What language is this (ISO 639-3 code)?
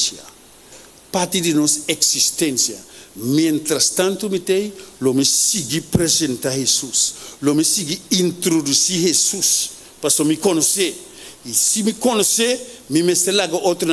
pap